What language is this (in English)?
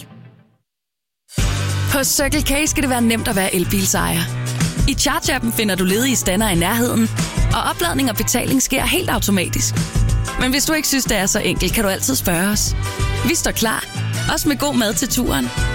Danish